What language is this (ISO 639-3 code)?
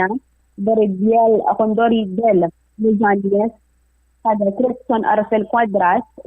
hil